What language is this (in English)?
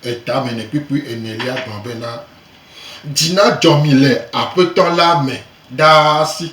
Gen